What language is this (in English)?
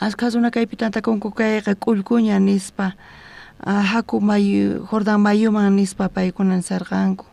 South Bolivian Quechua